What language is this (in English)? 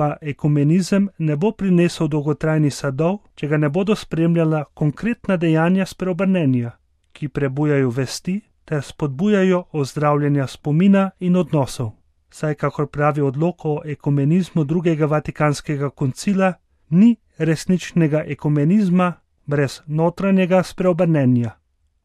Slovenian